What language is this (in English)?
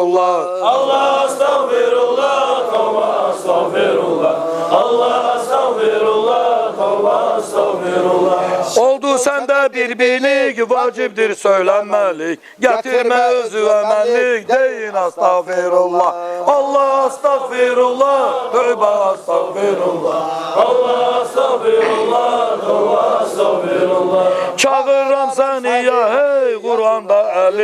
Kumyk